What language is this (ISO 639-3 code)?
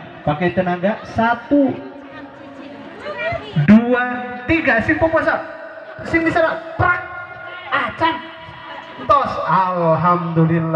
sun